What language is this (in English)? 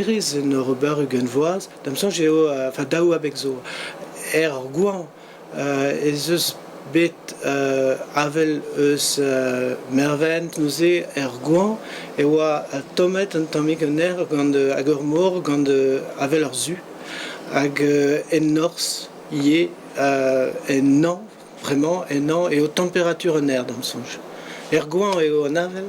Breton